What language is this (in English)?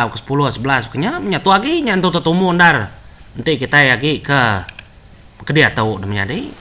Iban